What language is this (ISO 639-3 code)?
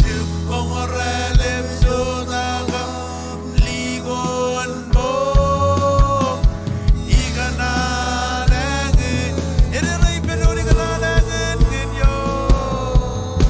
mah